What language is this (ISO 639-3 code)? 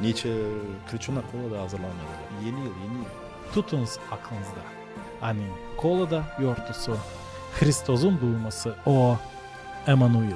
gag